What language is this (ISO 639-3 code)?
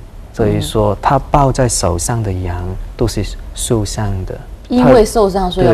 zho